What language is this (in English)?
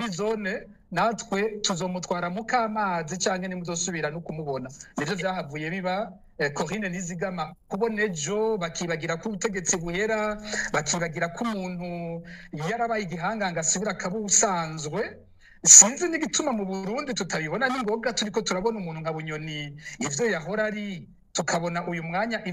Rundi